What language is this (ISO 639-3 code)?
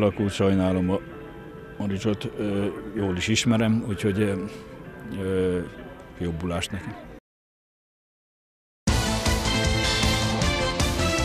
hun